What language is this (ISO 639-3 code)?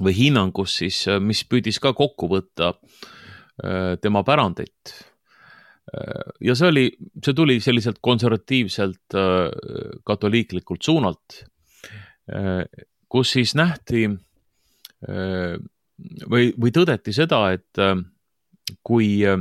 est